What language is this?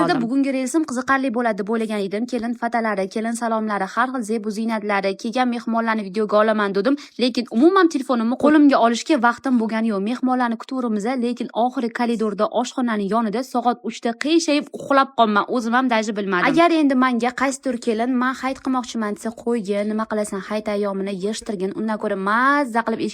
Uzbek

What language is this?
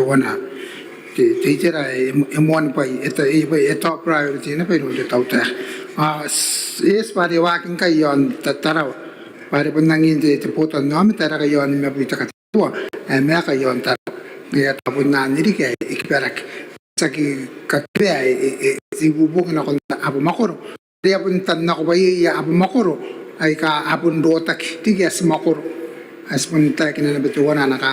Gilbertese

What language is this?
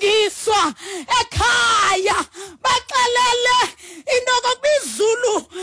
Xhosa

